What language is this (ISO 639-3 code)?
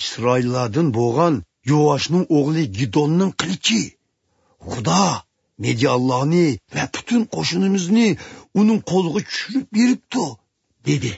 uig